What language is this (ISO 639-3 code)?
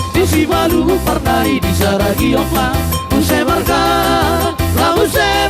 bbc